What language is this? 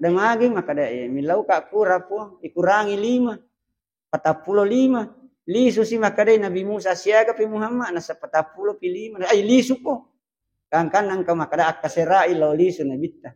Buginese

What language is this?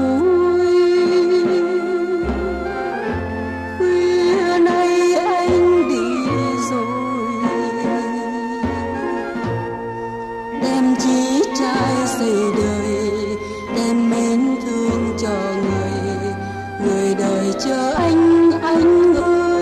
Vietnamese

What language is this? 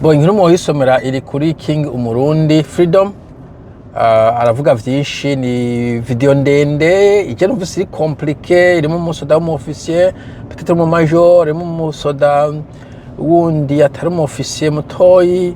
Rundi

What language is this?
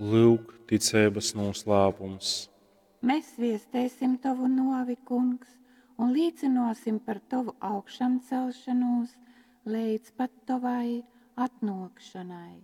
Latgalian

